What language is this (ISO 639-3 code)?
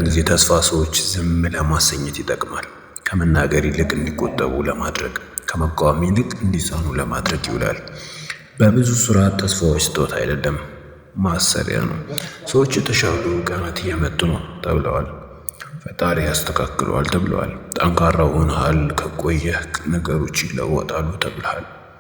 amh